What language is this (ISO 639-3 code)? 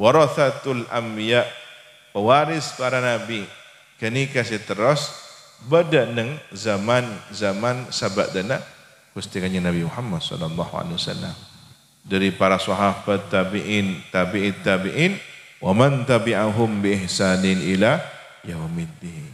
mad